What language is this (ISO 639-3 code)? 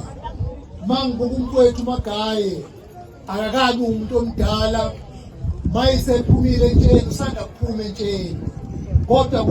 zul